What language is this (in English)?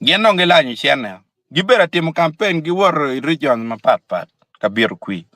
Acoli